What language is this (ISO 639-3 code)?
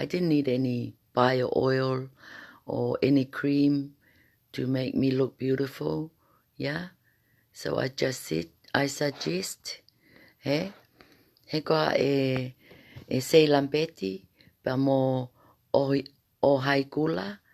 ton